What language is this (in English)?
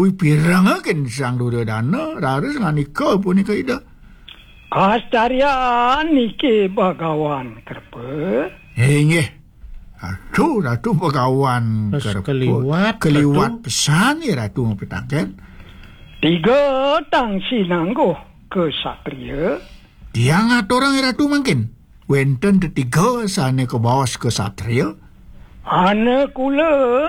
Balinese